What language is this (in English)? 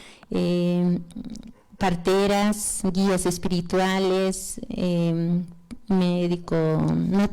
Aymara